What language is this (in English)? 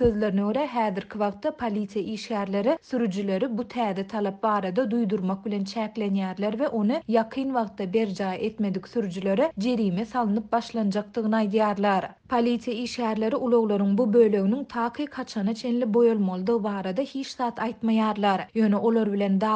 Turkmen